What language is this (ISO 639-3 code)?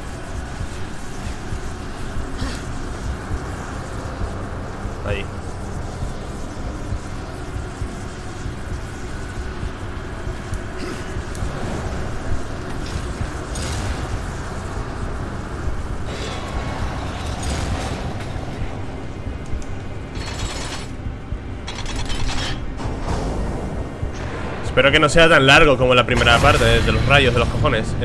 spa